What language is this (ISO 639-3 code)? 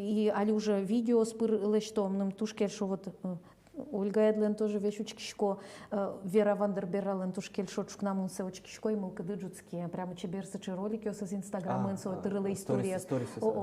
udm